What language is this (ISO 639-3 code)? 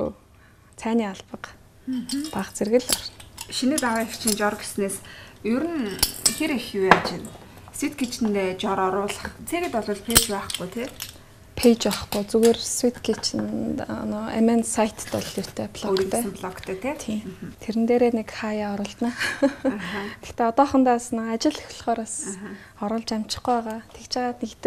mon